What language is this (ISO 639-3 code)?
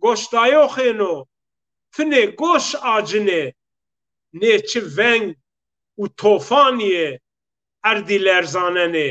zza